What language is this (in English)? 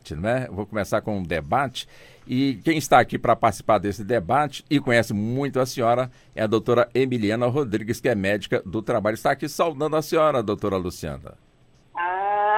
Portuguese